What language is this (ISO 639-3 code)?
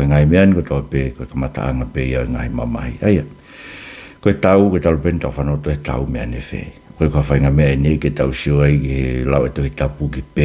ton